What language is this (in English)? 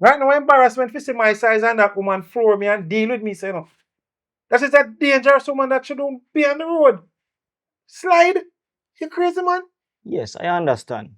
Jamaican Creole English